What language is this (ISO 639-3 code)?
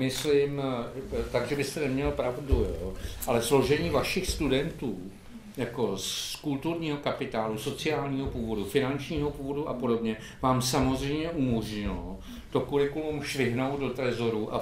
ces